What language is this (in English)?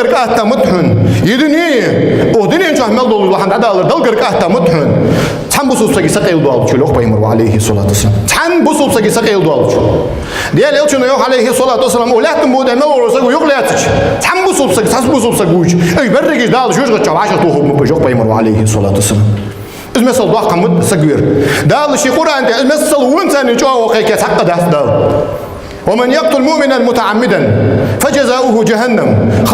Ingush